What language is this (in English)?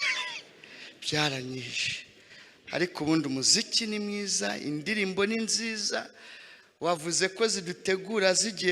Kinyarwanda